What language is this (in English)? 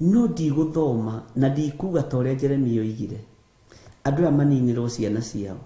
Kikuyu